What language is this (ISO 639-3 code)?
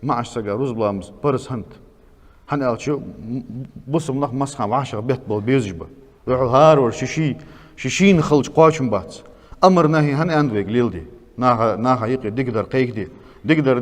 inh